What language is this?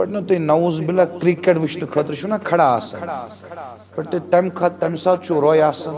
Kashmiri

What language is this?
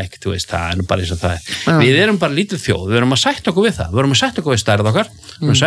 Icelandic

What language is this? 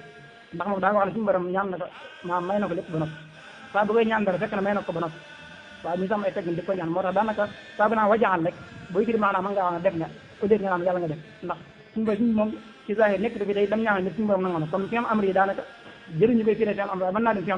Wolof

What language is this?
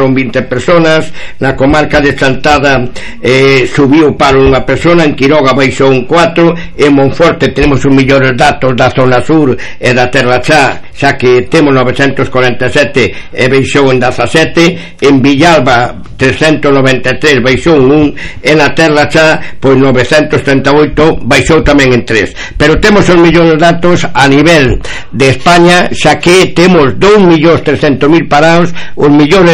Galician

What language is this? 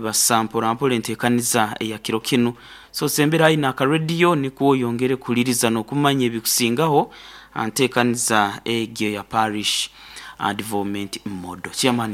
Nyoro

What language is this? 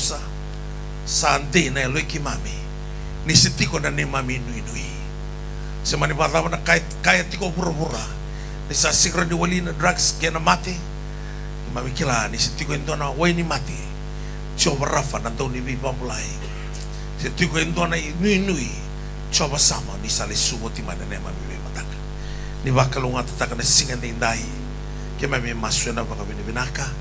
Fijian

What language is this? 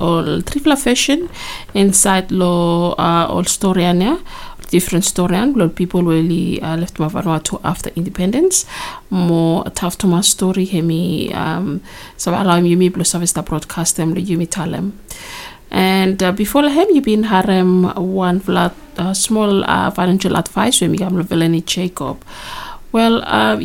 Bislama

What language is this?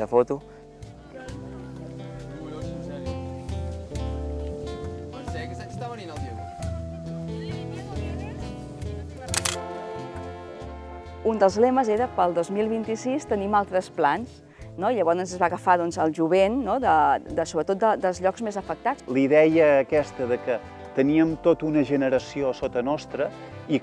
Catalan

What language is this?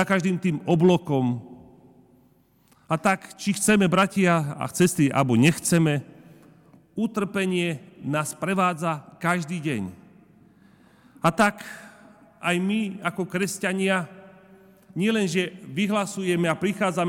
Slovak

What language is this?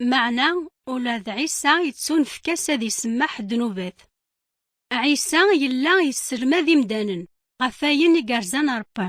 Kabyle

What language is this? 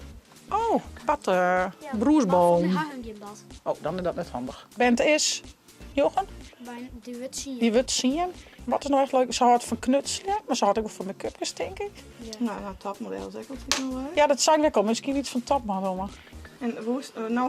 Western Frisian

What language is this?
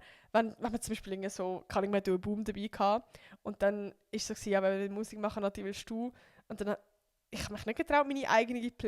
Swiss German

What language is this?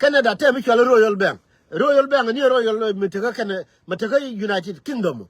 Nuer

